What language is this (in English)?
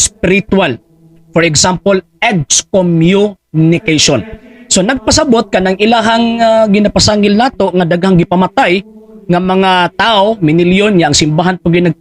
Cebuano